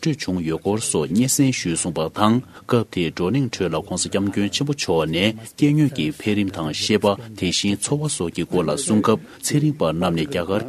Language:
Tibetan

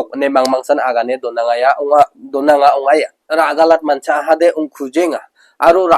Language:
Garo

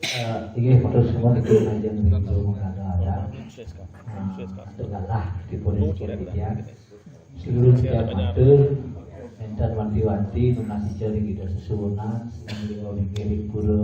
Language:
Balinese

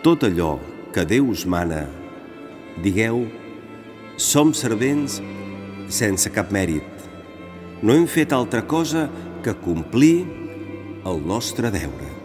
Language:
Catalan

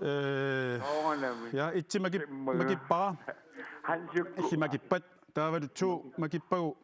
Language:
Kalaallisut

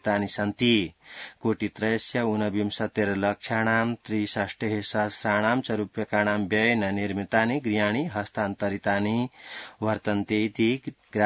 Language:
Sanskrit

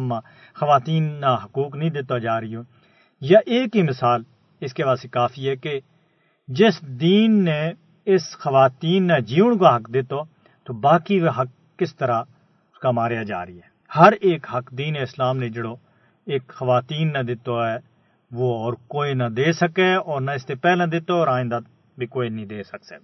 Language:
Gujari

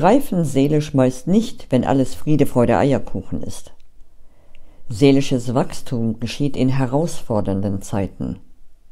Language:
German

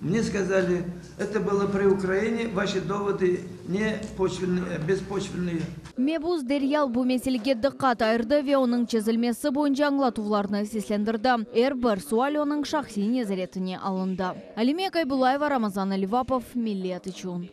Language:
Crimean Tatar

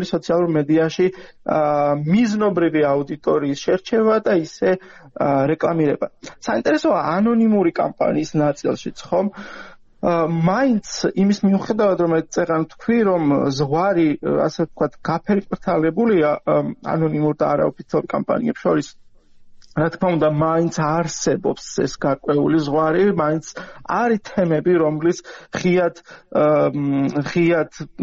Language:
Georgian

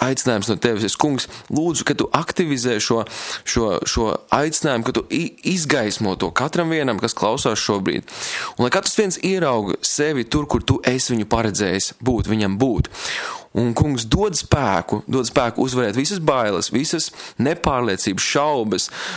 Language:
Latvian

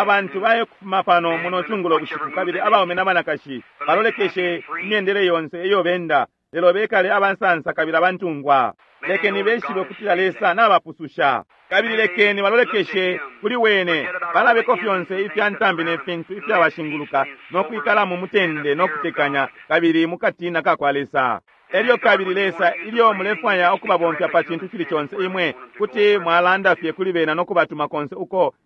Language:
Bemba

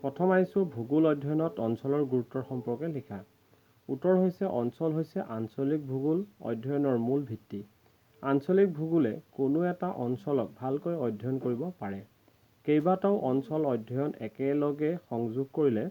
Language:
Assamese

